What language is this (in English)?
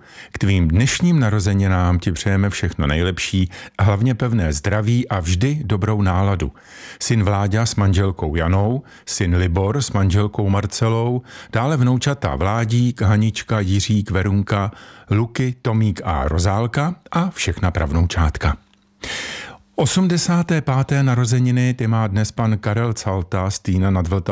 Czech